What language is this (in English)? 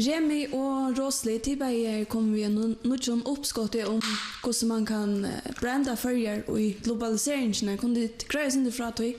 Faroese